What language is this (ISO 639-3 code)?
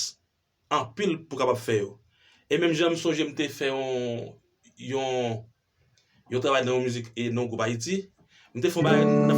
hat